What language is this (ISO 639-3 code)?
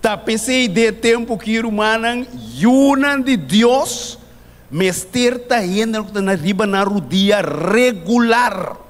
pap